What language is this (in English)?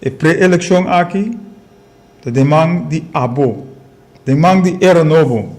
Papiamento